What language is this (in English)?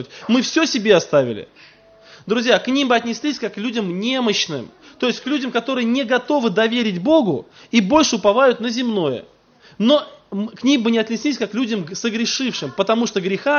Russian